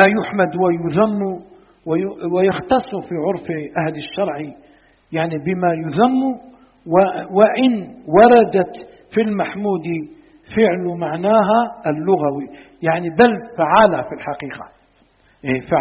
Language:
Arabic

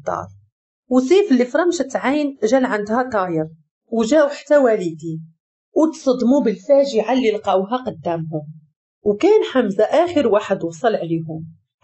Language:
Moroccan Arabic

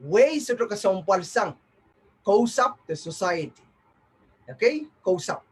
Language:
Pohnpeian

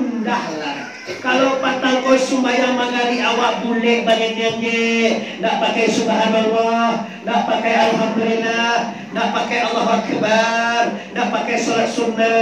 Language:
Minangkabau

